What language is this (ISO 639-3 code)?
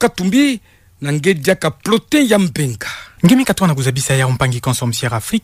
ktu